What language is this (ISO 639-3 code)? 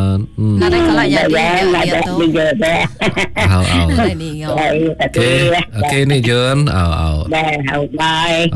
msa